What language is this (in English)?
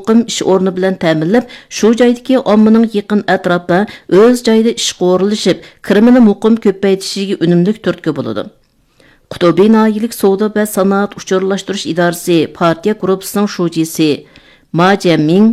Uyghur